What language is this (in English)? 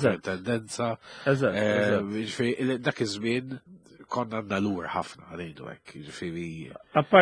Maltese